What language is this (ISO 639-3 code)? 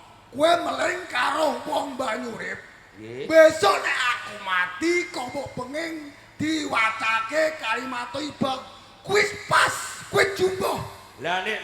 jav